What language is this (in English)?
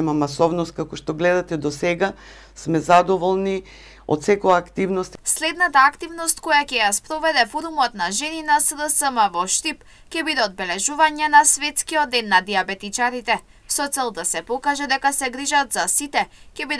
Macedonian